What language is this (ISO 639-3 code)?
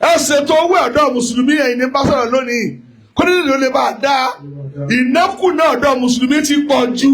yor